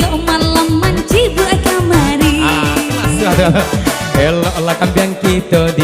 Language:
Minangkabau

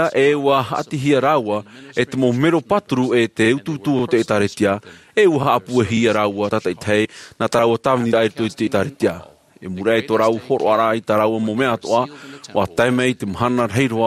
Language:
Tahitian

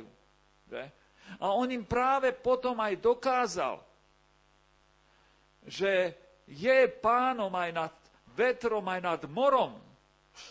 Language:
Slovak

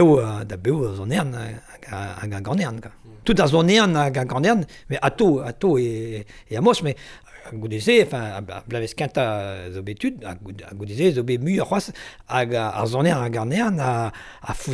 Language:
Breton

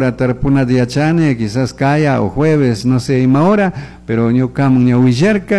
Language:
Chimborazo Highland Quichua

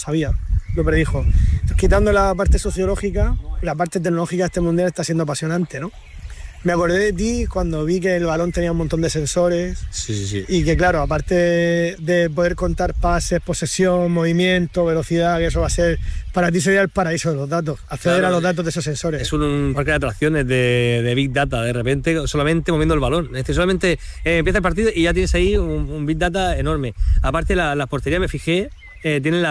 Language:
Spanish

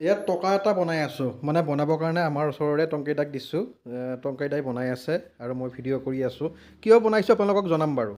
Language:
Assamese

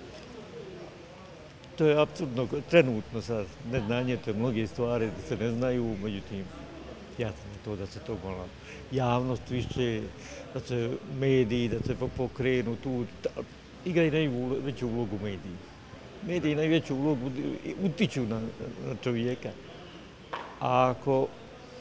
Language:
Bosnian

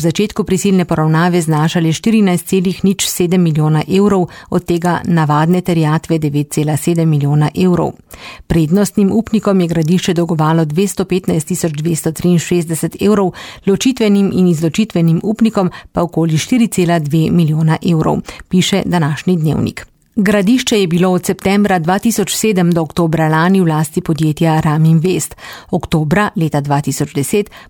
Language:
Slovenian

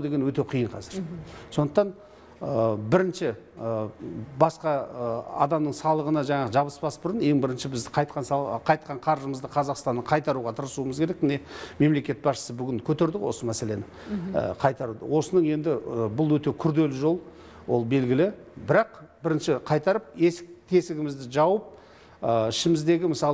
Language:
Kazakh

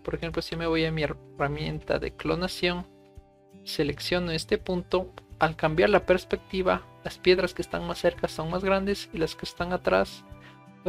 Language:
Spanish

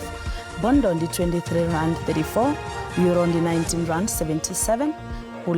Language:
Venda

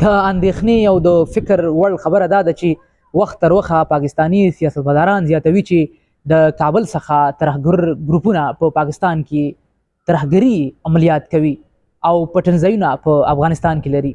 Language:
Pashto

